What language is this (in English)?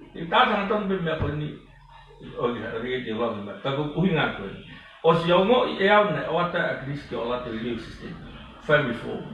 Tongan